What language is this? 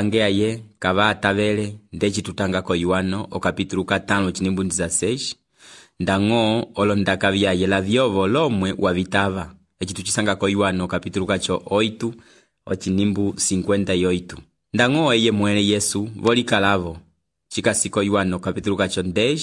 Umbundu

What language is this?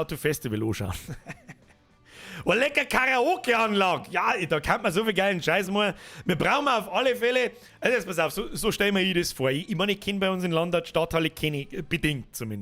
Bavarian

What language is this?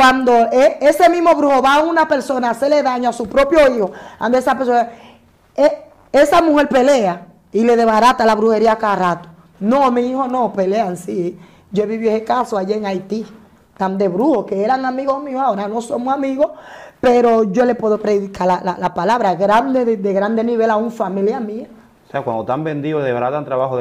Spanish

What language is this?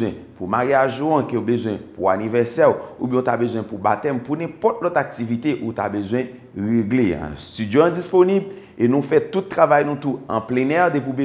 Haitian Creole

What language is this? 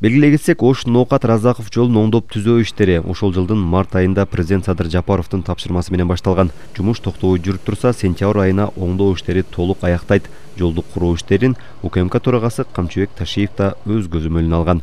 Kyrgyz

